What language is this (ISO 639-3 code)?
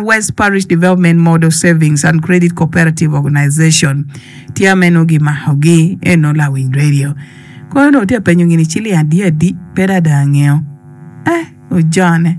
ach